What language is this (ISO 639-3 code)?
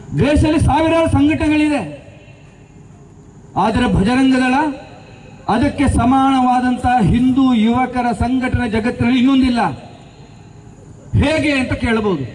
kan